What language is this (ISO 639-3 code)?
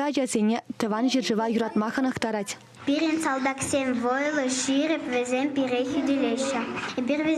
chv